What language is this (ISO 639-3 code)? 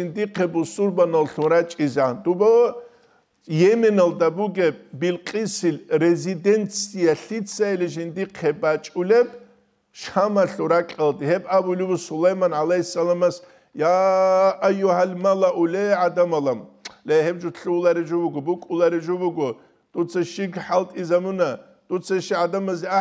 ava